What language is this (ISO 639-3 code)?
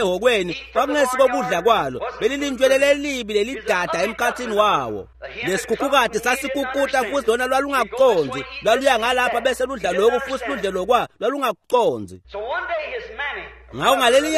ssw